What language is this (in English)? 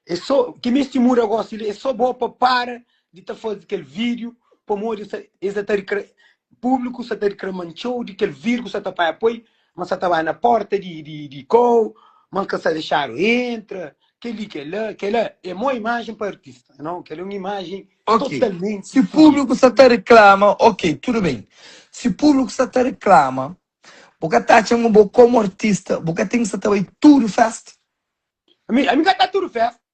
Kabuverdianu